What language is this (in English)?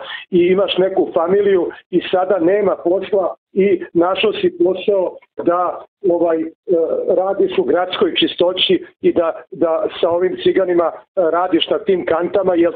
Serbian